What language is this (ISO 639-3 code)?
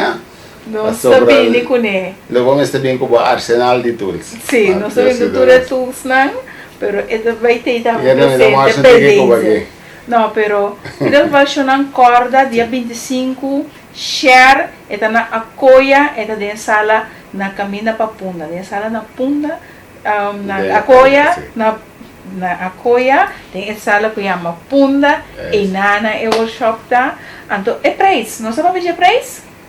pap